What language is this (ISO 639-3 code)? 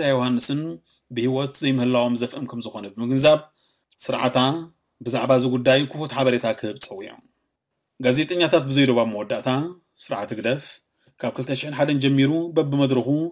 tir